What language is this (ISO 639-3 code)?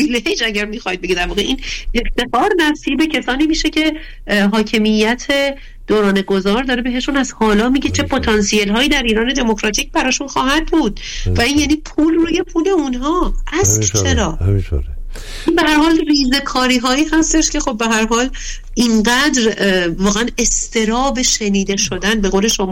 fas